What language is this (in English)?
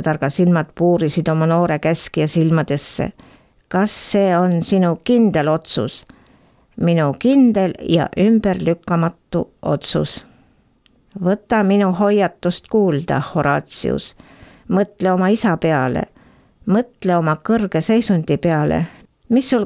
Estonian